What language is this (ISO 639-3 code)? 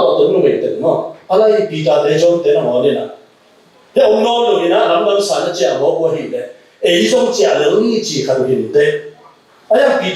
ctd